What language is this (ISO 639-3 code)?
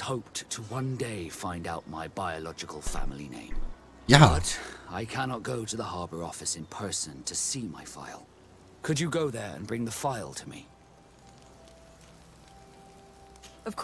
deu